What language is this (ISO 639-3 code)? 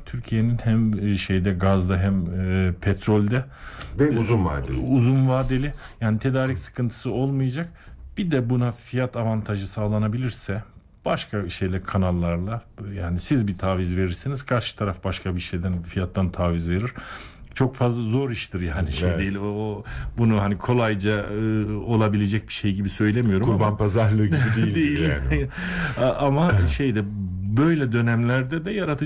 tur